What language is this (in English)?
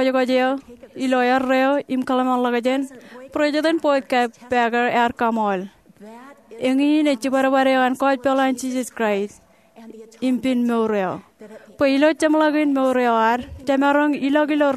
Marshallese